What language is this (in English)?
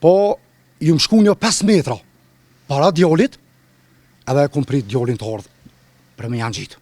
Albanian